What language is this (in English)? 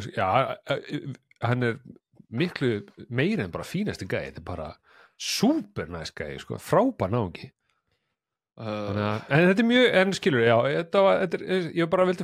Icelandic